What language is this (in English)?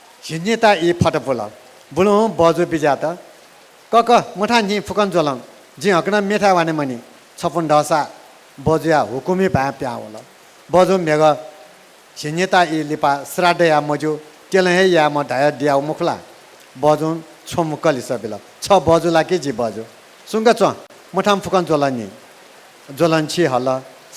Newari